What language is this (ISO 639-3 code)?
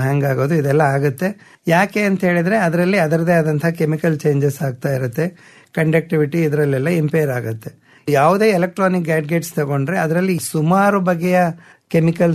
kan